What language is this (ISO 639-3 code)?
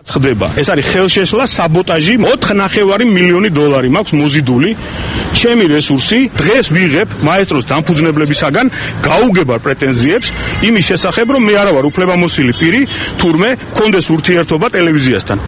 kat